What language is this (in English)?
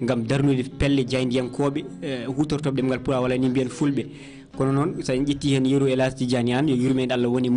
Fula